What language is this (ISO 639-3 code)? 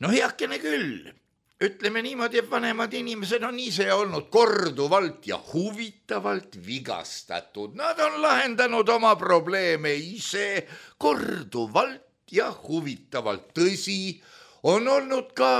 est